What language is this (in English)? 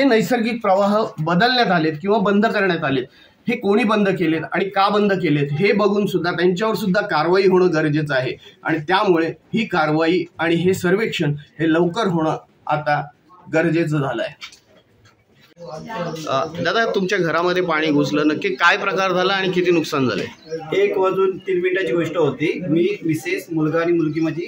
Marathi